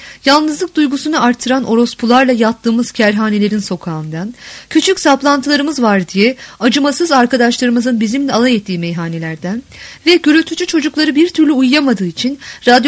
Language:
Turkish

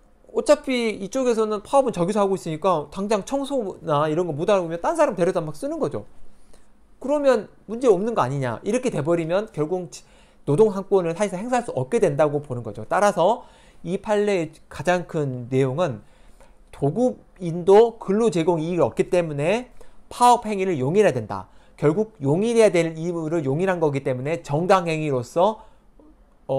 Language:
Korean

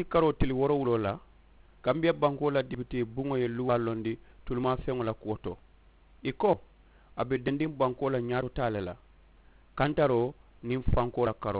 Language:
Mandingo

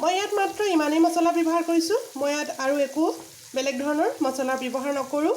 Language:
Assamese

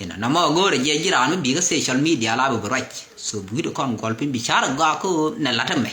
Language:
Nuer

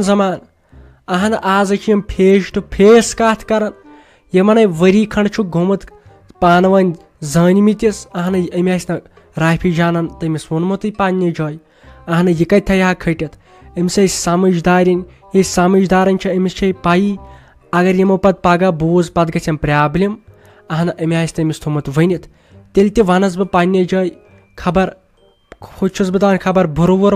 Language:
Kashmiri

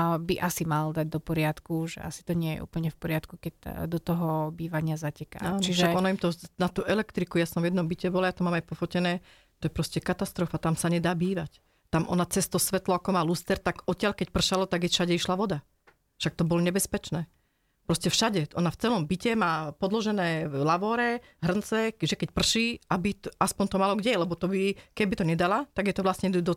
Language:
Slovak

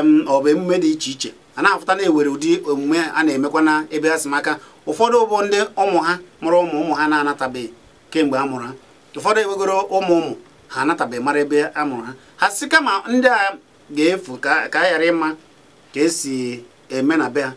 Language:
Igbo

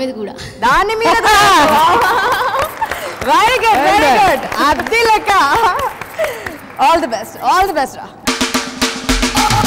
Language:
Telugu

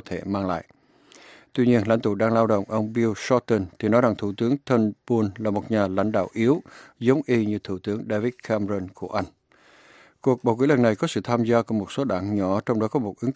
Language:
Vietnamese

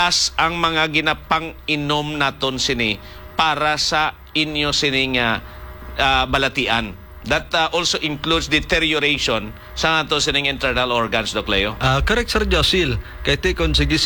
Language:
Hiligaynon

